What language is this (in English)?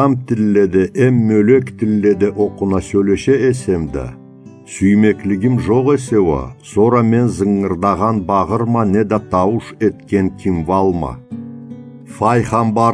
Karachay-Balkar